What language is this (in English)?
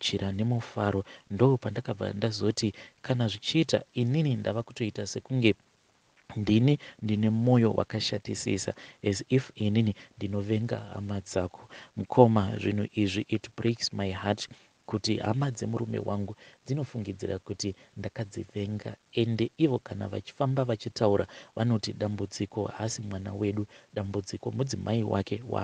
Shona